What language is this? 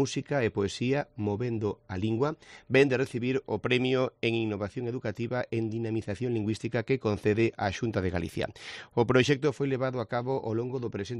Galician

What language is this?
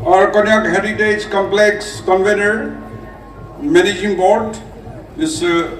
Naga Pidgin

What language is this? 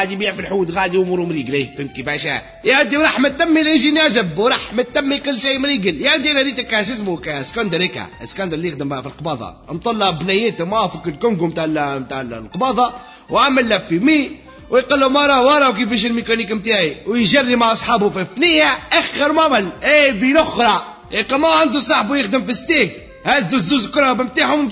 Tunisian Arabic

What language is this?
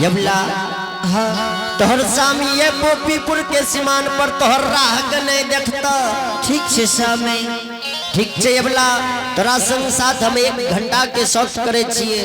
Angika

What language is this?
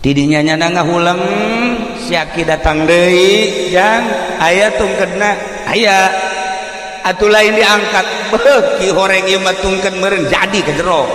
Sundanese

